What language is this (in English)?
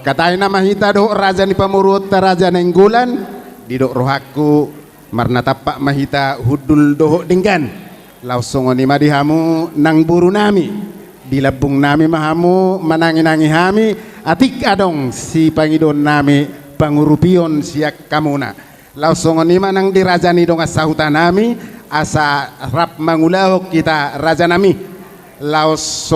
Batak Toba